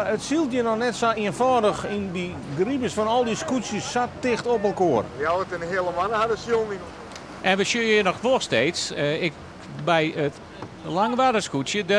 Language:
Western Frisian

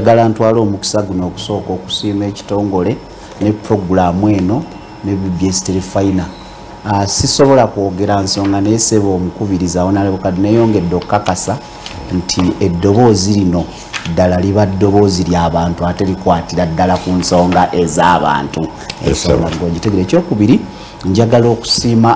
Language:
Ganda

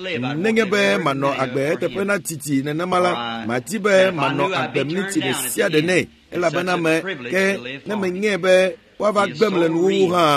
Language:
Ewe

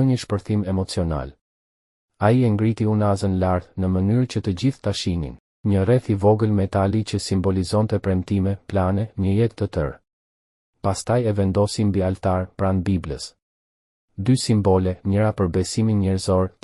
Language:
Albanian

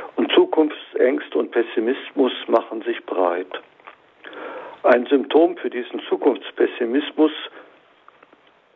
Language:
German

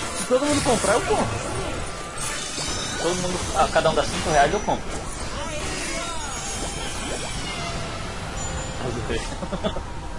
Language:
Portuguese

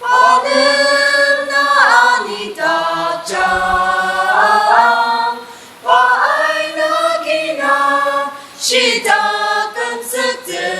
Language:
Ao Naga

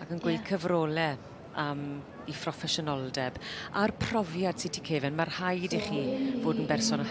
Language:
Welsh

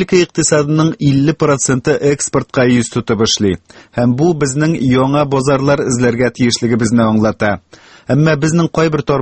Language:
Tatar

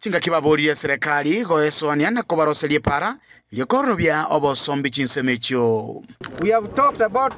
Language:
Gusii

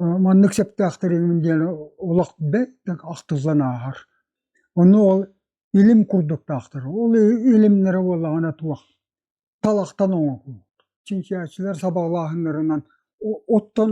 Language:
Yakut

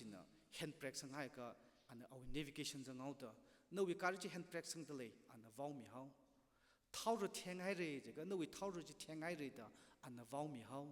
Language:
Tangkhul Naga (India)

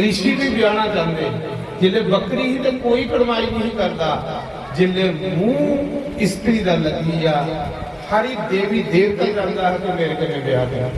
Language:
Dogri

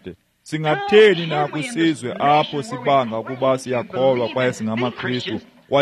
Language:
Xhosa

